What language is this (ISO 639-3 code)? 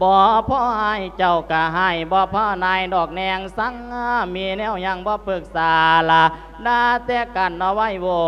lao